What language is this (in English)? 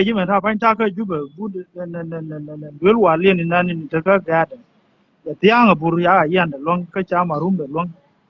Nuer